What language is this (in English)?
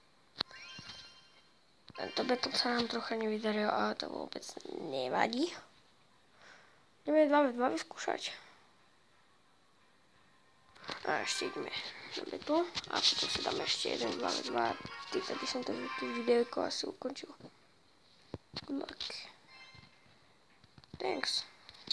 Slovak